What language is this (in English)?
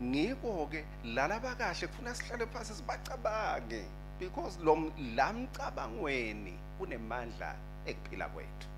Swati